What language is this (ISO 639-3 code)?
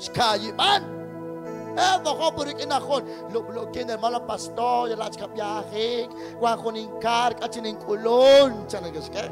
kek